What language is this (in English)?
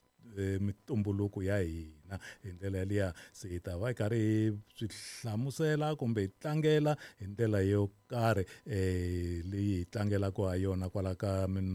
Tsonga